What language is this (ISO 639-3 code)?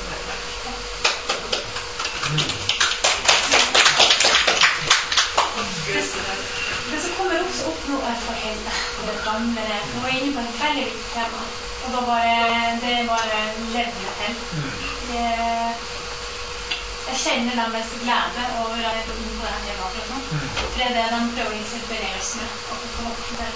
nor